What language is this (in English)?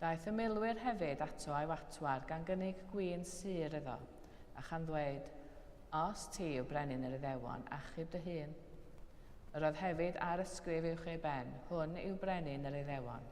Welsh